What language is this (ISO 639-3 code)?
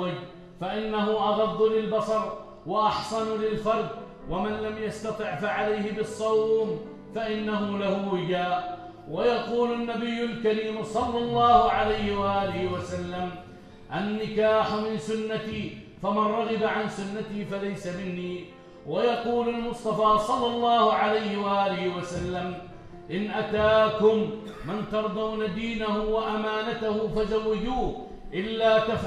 ara